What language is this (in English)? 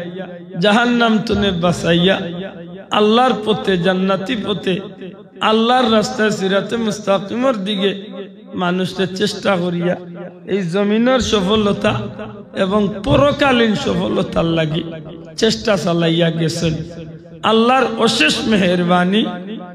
Sylheti